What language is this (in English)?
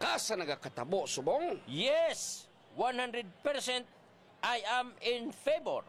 Hiligaynon